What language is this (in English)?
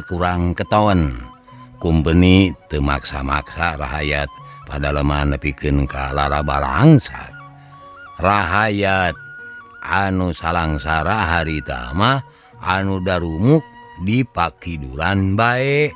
Sundanese